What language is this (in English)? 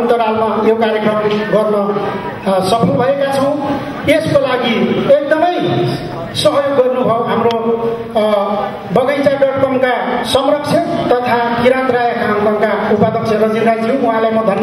Nepali